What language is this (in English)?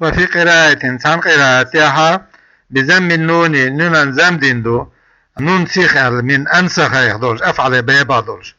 Chechen